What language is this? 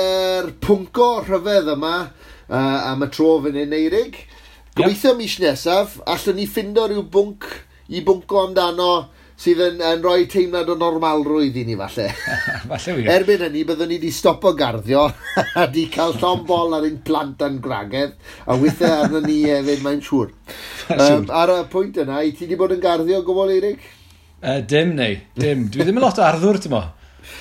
Welsh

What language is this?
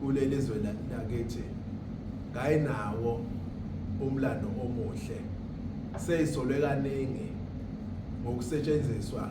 Zulu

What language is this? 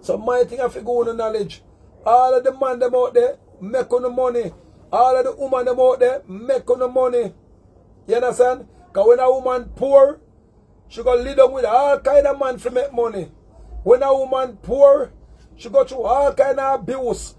Jamaican Creole English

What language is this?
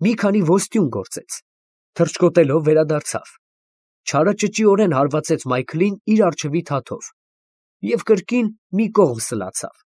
Armenian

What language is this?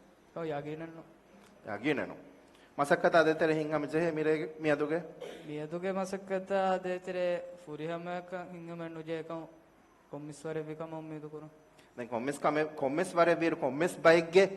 Divehi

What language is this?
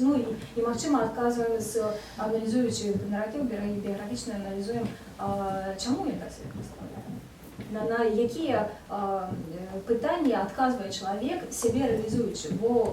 Belarusian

